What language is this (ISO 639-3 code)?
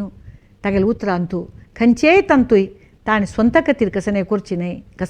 kok